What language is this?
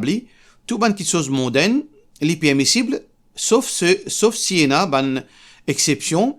Morisyen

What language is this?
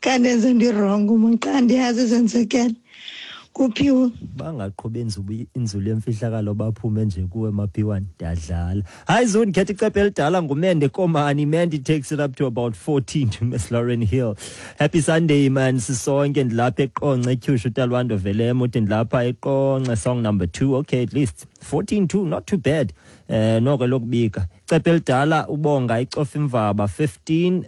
Xhosa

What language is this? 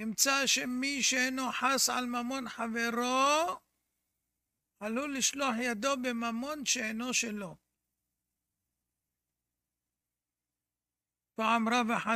Hebrew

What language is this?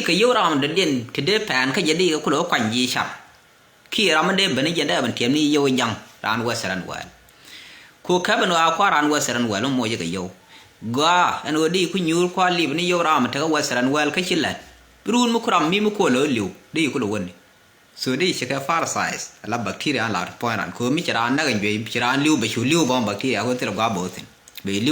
Nuer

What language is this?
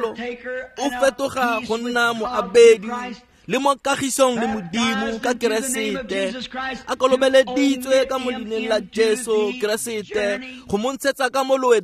Tswana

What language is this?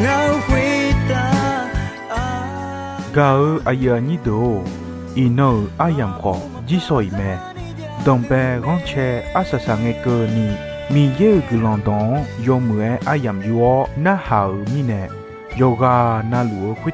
Akha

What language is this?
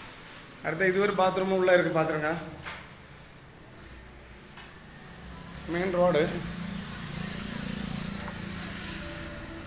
Tamil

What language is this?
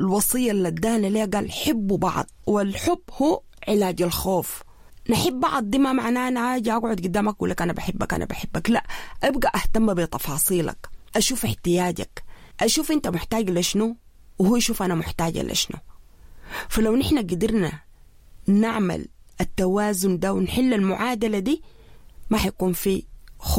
Sudanese Arabic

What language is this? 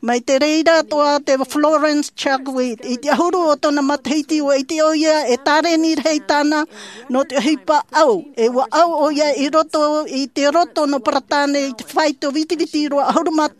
Tahitian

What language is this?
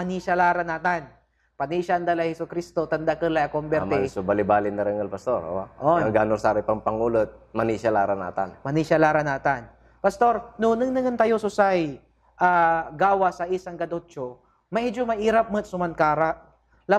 Pangasinan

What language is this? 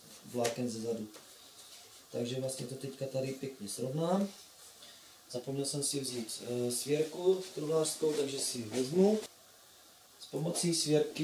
Czech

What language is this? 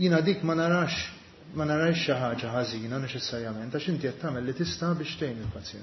Maltese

